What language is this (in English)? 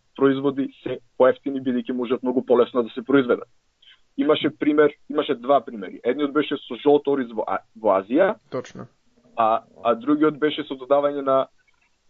Macedonian